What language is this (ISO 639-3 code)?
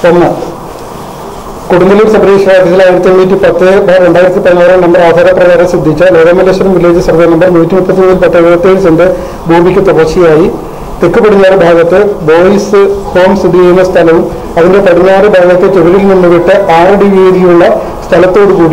mal